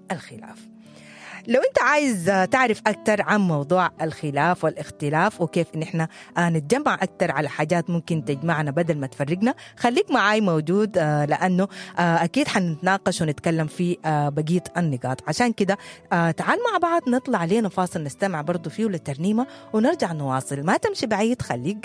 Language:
Sudanese Arabic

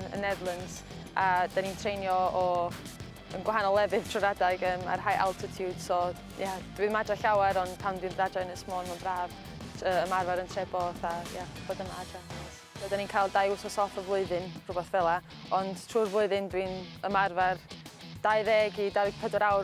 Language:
Welsh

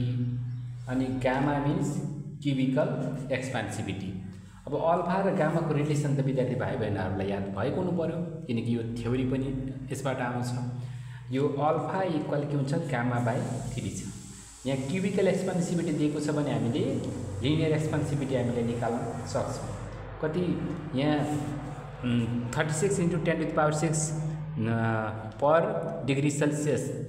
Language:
Nepali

